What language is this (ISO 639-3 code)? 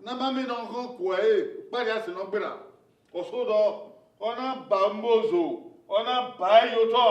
bin